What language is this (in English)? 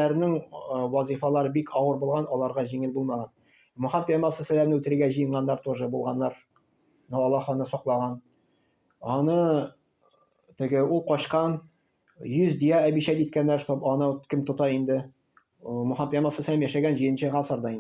Tatar